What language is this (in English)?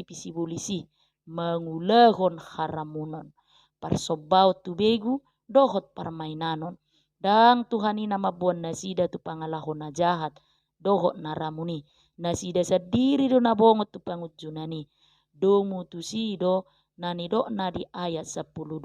Batak Toba